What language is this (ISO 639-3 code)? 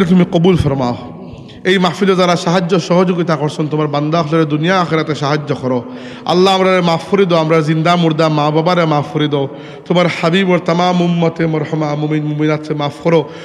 syl